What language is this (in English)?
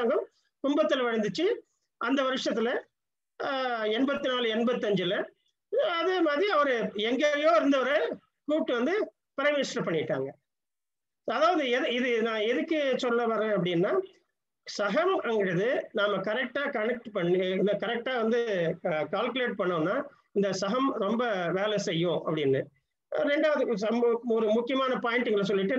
Tamil